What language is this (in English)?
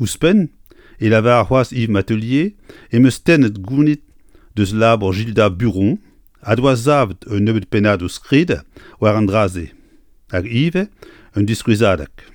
Breton